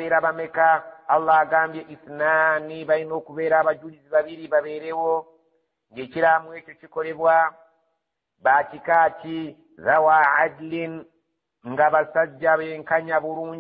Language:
Ganda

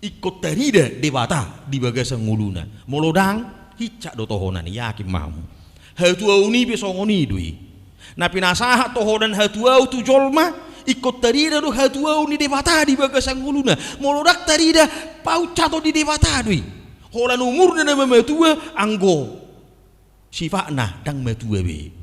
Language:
Batak Toba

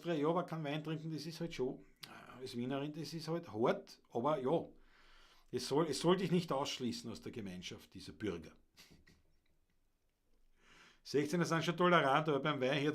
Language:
Bavarian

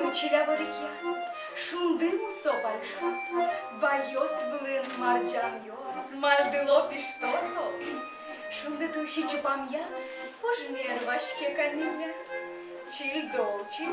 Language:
Udmurt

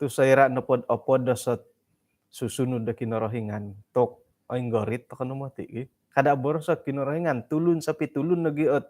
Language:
Central Dusun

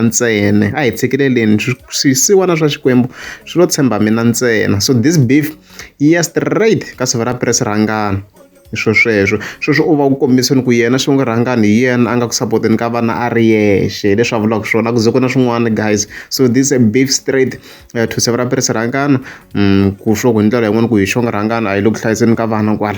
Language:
Tsonga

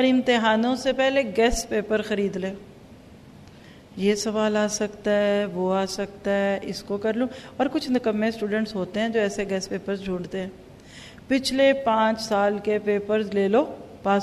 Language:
Urdu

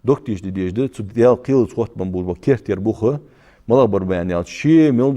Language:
Ingush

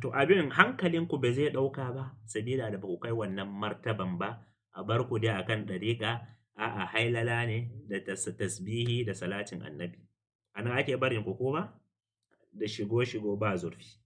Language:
Hausa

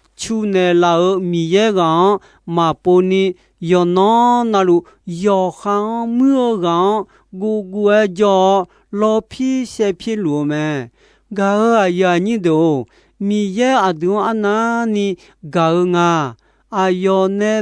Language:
Akha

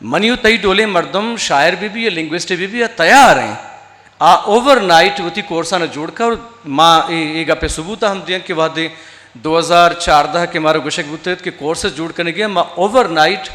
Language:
Eastern Balochi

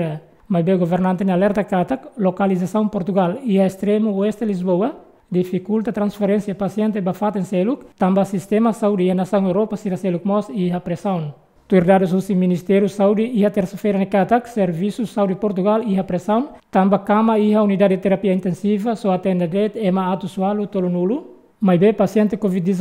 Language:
Tetum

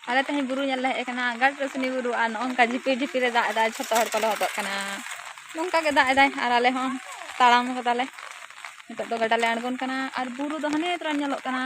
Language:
Santali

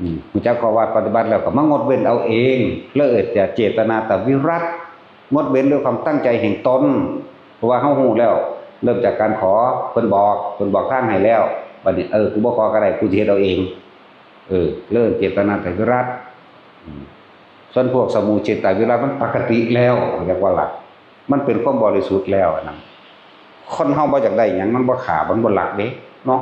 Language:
Northeastern Thai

